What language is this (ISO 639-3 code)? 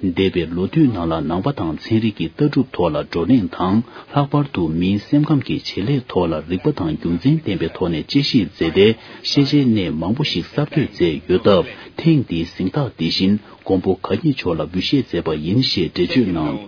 bod